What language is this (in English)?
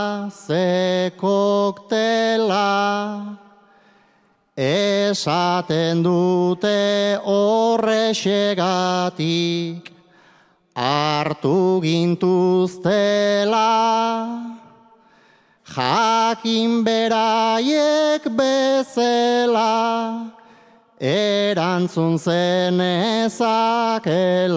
Basque